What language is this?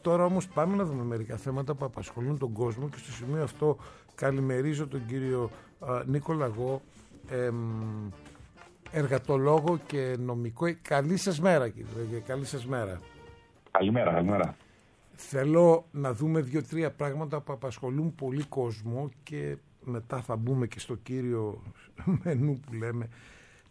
Greek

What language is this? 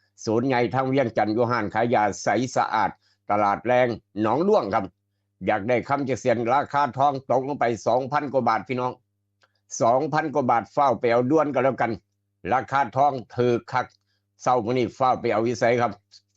Northeastern Thai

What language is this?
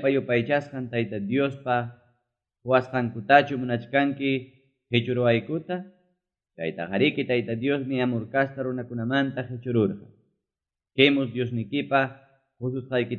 Ayacucho Quechua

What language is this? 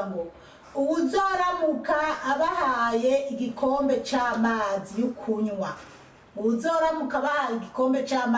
Rundi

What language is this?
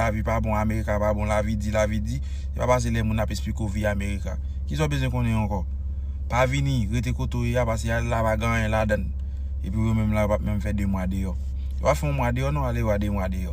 Haitian Creole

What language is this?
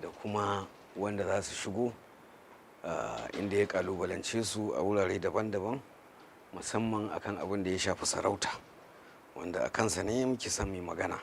Hausa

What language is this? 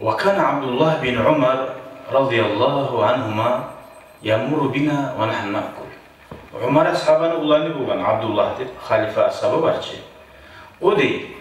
Kumyk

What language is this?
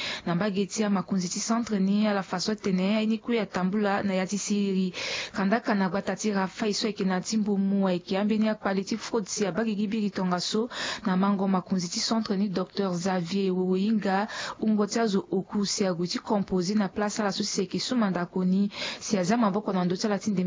Sango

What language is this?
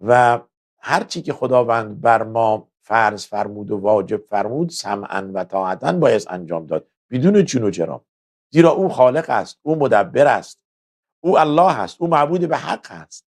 Persian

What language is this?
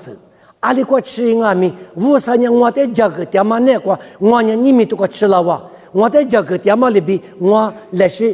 Lisu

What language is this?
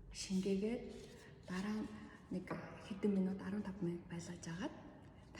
Mongolian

